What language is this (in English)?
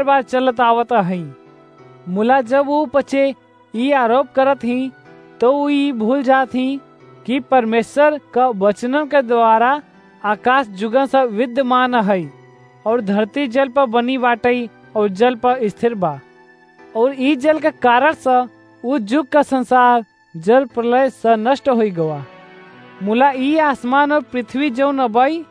Awadhi